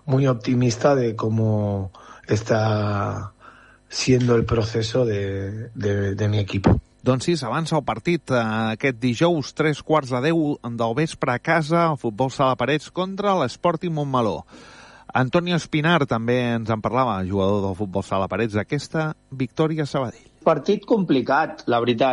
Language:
Catalan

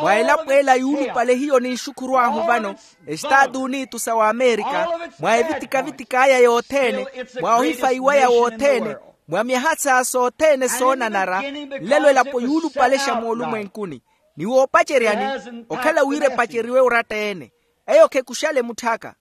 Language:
Makhuwa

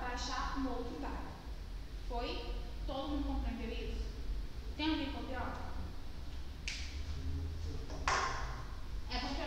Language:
Portuguese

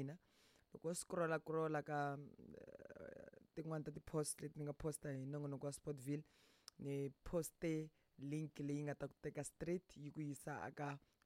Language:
Tsonga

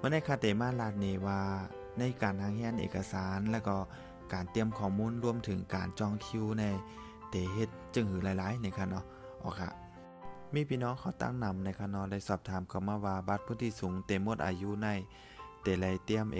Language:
Shan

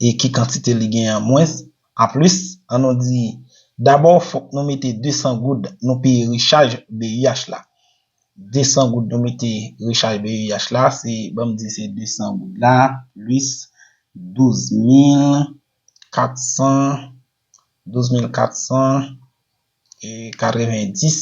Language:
Haitian Creole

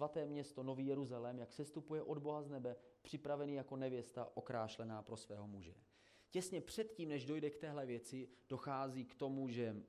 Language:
Czech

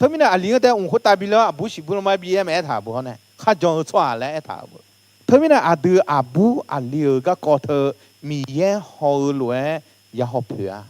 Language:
Akha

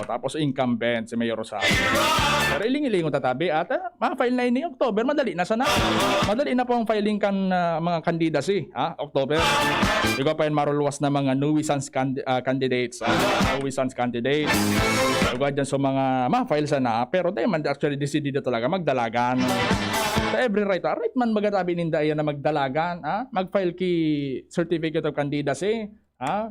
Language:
Bikol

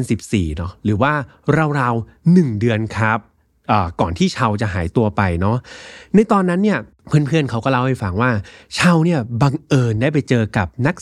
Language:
Thai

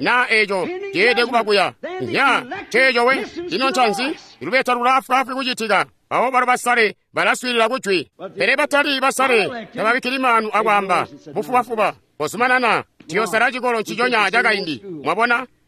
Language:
Tonga (Zambia)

